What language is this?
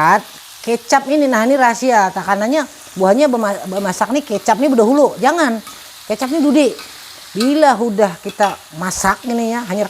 Banjar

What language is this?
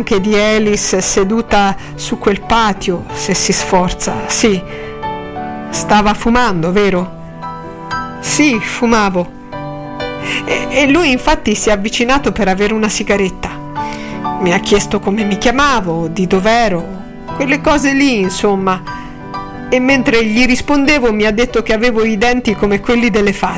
Italian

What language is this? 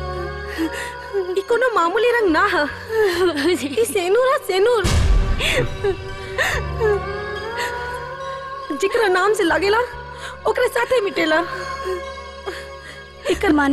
Bhojpuri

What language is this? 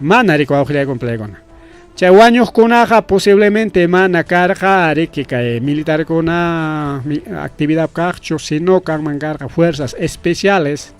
Ayacucho Quechua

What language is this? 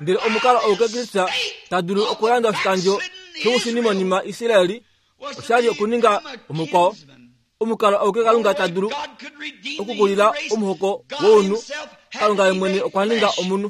Kuanyama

